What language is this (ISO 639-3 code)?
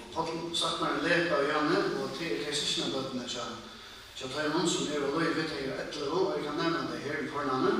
fao